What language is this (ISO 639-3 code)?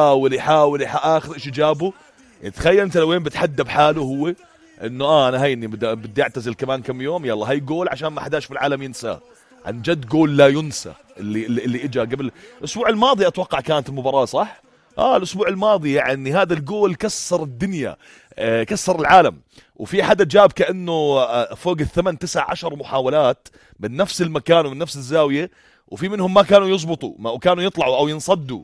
apc